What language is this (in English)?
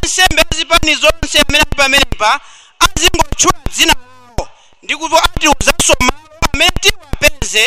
Nyanja